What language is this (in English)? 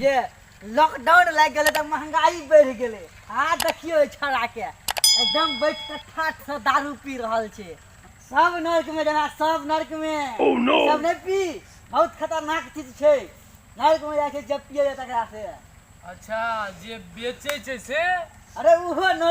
Maithili